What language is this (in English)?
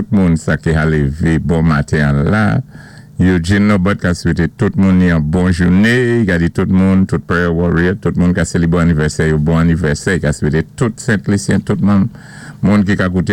Saint Lucian Creole French